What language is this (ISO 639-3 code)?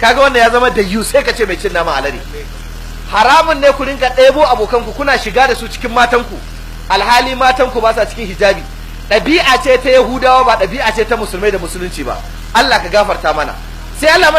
hau